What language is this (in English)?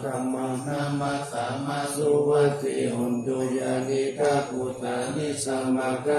Pali